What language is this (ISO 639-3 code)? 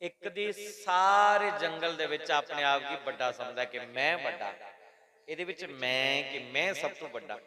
doi